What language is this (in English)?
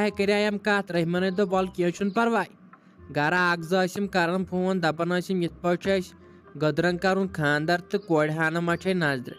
Kashmiri